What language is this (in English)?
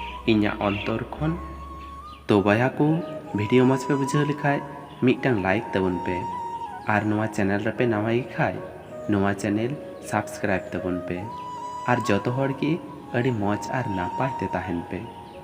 Santali